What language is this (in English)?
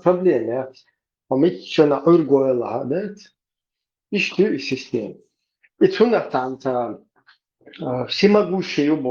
Chechen